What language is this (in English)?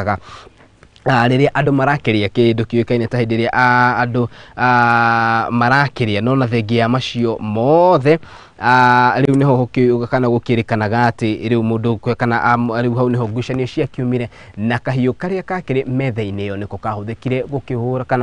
Kikuyu